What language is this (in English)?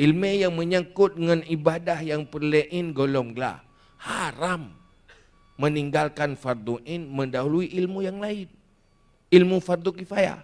Achinese